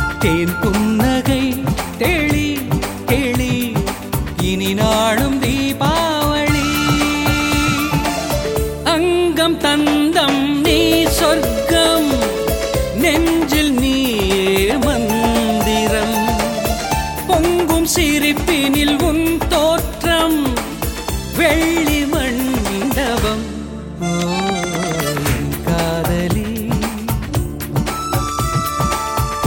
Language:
Tamil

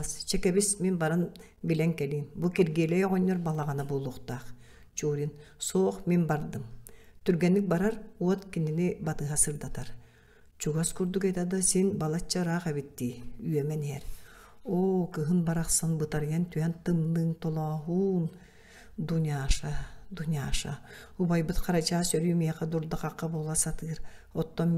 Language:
Yakut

